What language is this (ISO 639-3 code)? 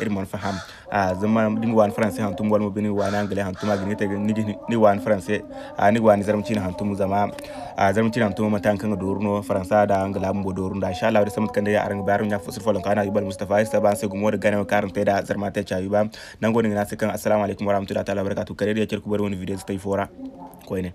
dje